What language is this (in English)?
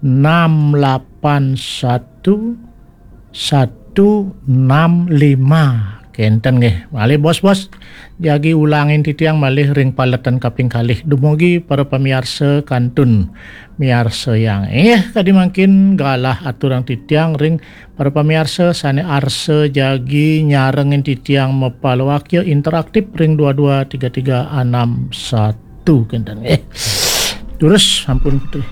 Balinese